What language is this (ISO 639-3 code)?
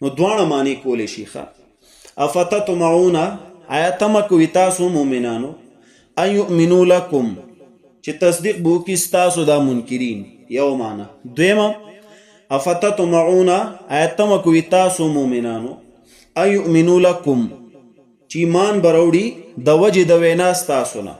pus